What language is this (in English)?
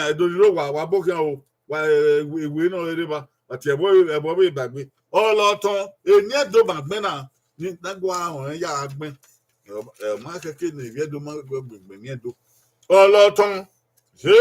Bini